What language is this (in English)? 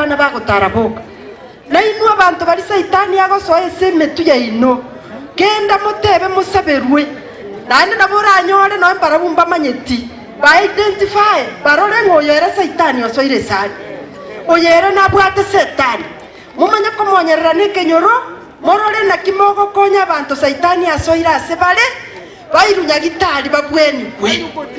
Gusii